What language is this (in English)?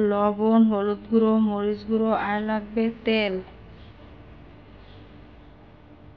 Bangla